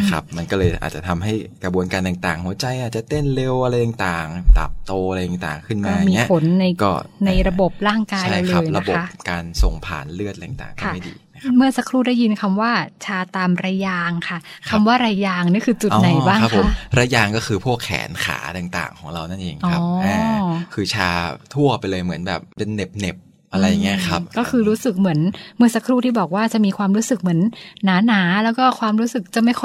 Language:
Thai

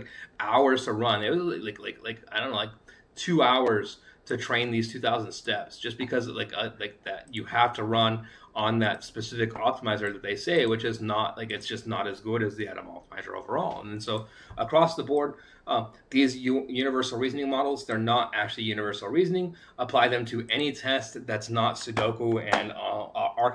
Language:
English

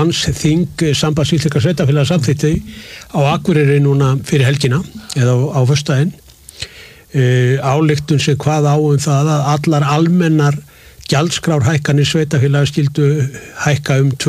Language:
Icelandic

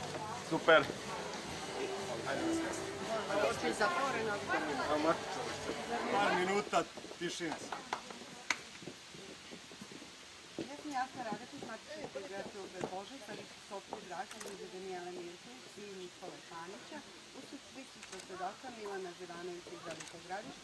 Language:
Serbian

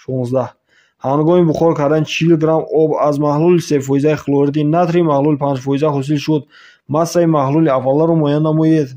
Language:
Tajik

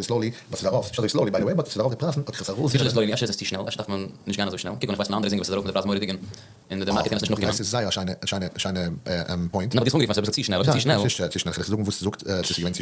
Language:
Yiddish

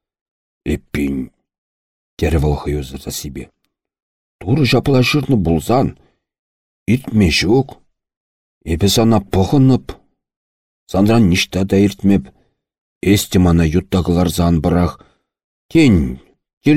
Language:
Chuvash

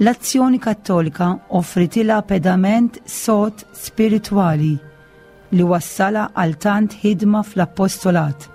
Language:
Maltese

